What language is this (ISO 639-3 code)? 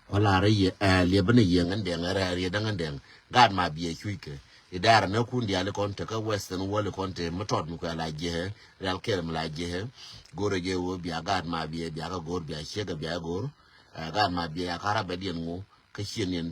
nus